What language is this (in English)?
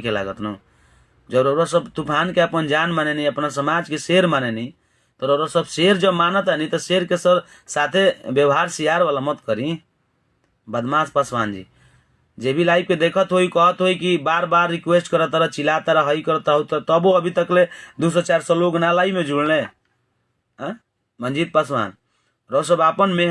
Bhojpuri